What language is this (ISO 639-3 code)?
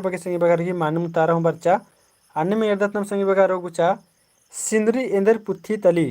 kru